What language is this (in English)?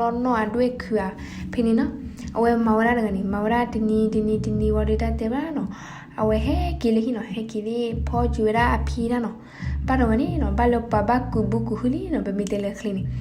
S'gaw Karen